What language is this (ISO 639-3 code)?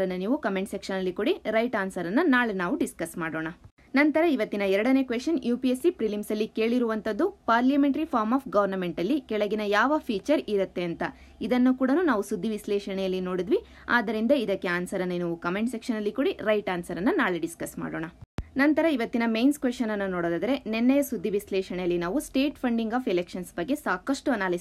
kan